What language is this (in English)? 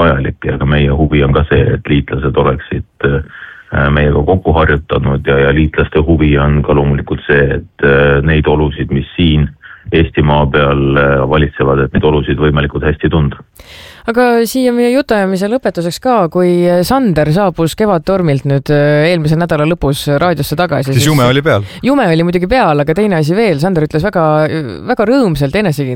Estonian